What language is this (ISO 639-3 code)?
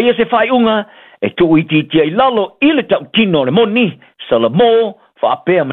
smo